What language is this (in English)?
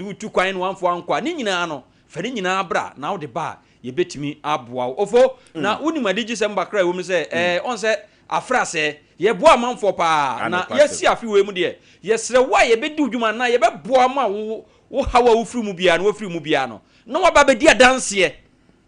Akan